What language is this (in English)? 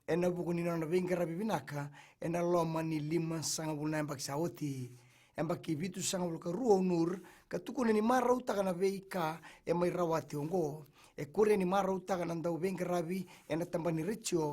Fijian